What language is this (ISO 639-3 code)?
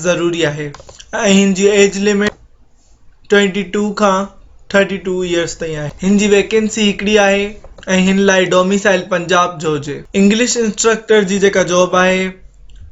snd